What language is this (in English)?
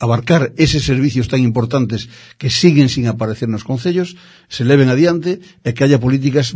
Galician